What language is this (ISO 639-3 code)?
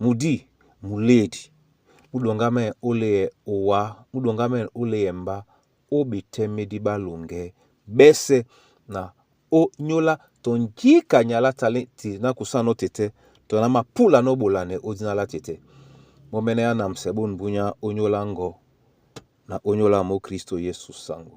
dua